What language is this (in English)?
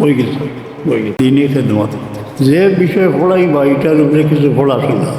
Sylheti